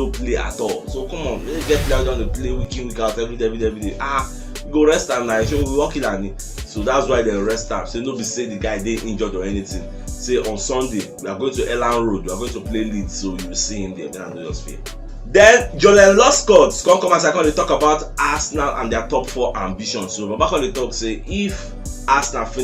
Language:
Nigerian Pidgin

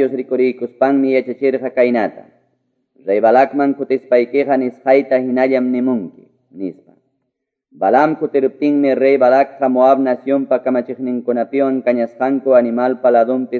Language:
Quechua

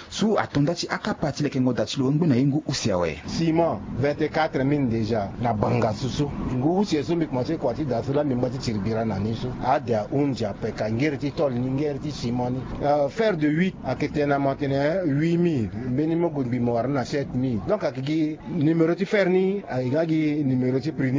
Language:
Sango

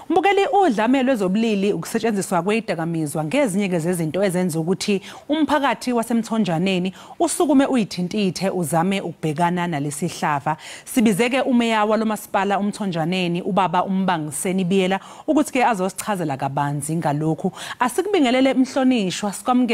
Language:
Zulu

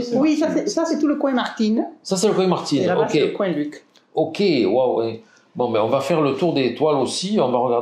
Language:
French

